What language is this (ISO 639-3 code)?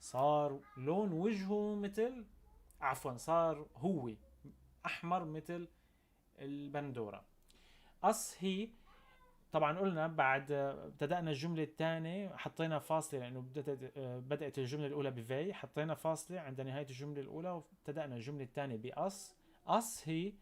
apc